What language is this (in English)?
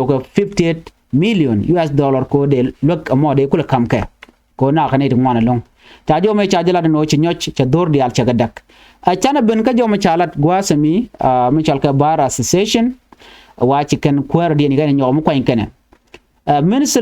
Nuer